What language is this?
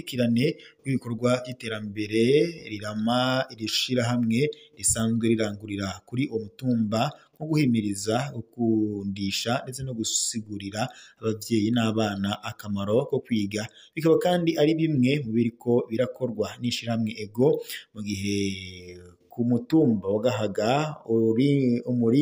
Rundi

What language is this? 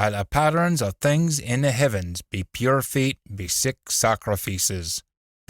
Scots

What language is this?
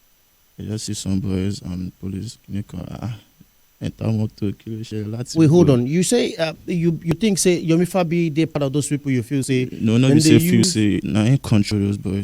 Nigerian Pidgin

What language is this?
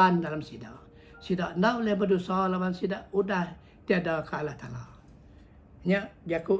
Iban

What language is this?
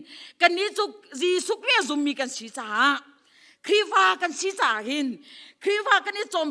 Hakha Chin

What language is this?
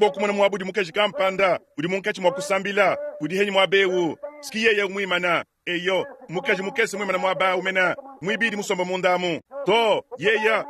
Luba-Lulua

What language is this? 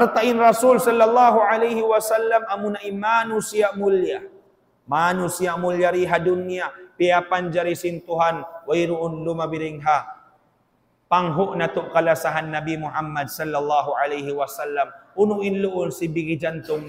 Tausug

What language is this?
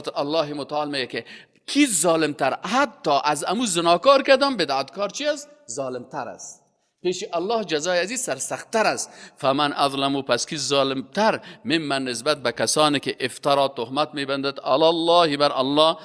Persian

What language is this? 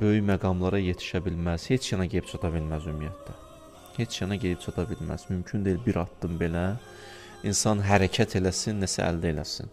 Azerbaijani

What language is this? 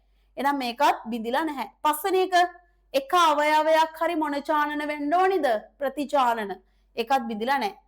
Sinhala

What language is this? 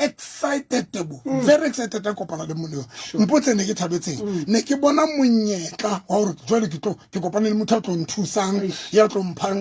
Southern Sotho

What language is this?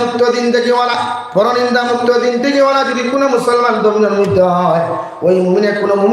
Sylheti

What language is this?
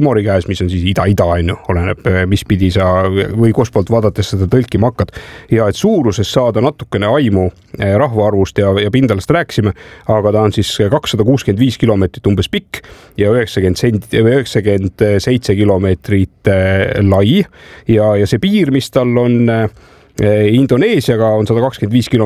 Estonian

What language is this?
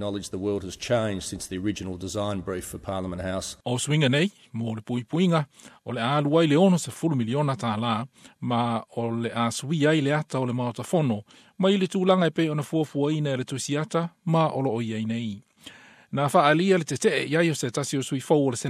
Samoan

